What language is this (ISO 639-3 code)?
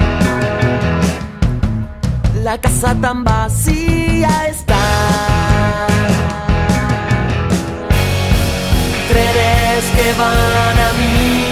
spa